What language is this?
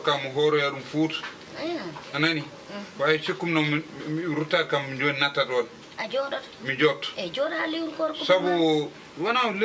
Fula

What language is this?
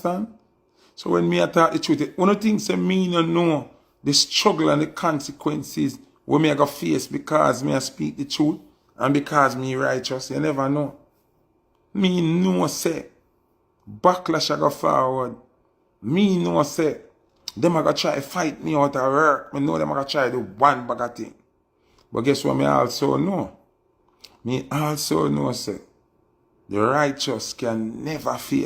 Jamaican Creole English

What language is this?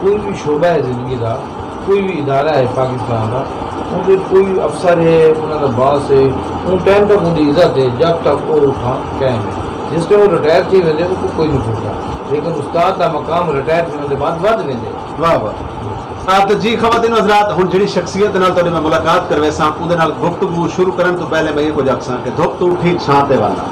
Saraiki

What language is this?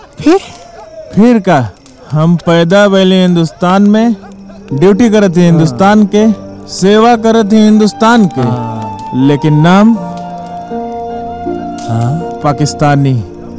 Bhojpuri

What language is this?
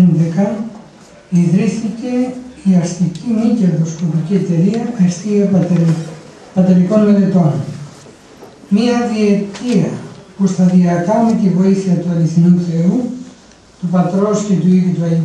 Greek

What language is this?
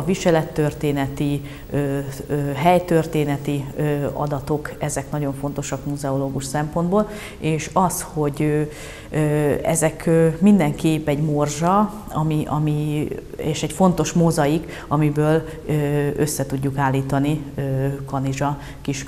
Hungarian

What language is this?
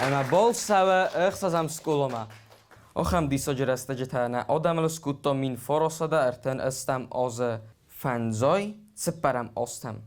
Ossetic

